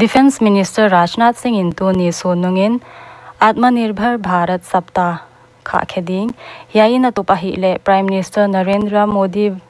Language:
Paite Chin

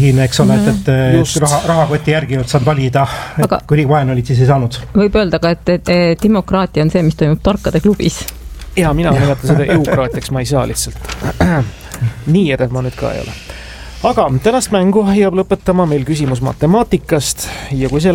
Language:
Estonian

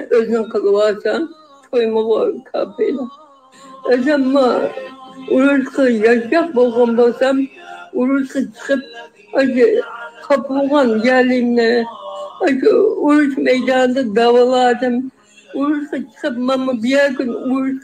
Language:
Uyghur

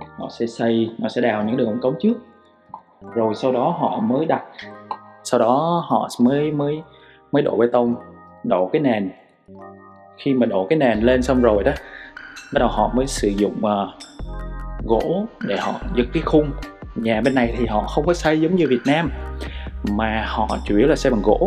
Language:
Vietnamese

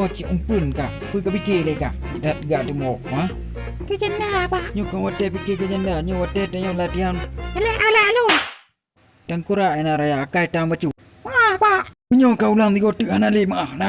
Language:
Achinese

